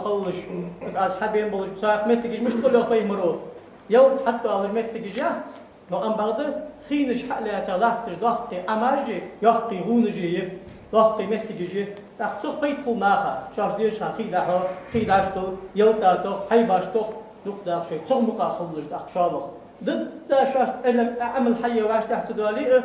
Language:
Ingush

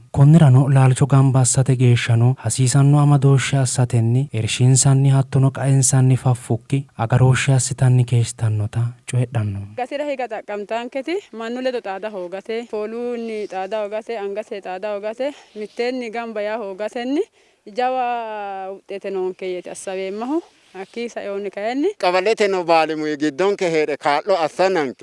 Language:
Sidamo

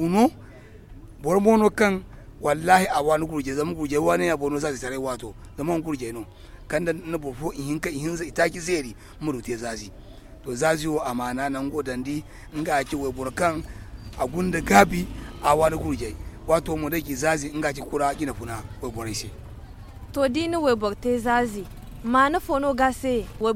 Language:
Zarma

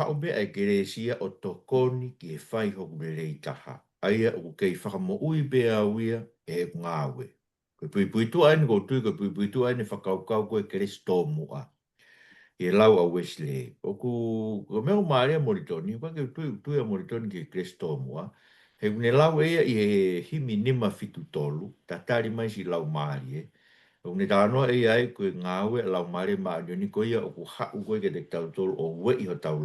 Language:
Tongan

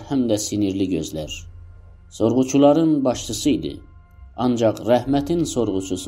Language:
South Azerbaijani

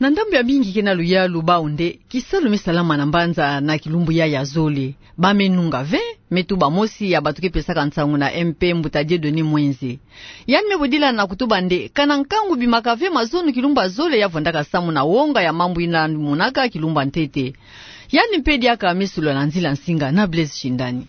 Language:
Kituba (Democratic Republic of Congo)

